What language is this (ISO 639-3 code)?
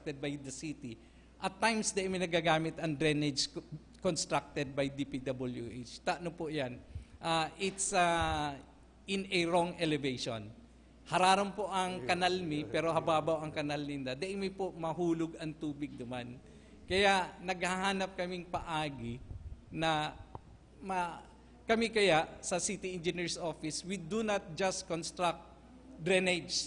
bik